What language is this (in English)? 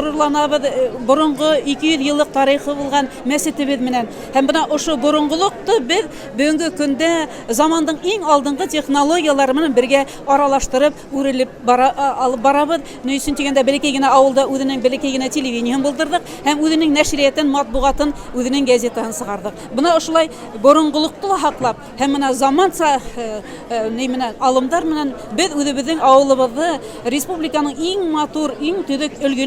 Bashkir